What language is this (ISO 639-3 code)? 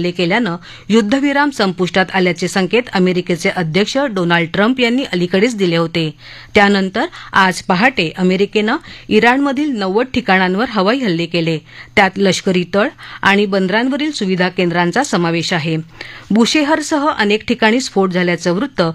mar